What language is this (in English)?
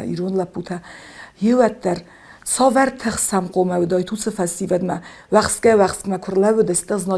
Ossetic